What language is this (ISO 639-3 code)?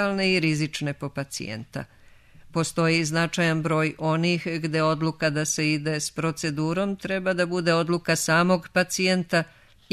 srp